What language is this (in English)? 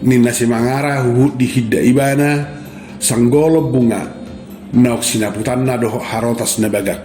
Batak Toba